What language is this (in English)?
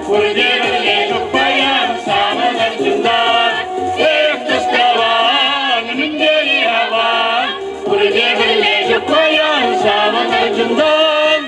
Chuvash